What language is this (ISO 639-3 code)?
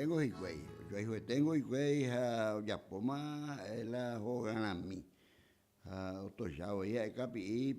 grn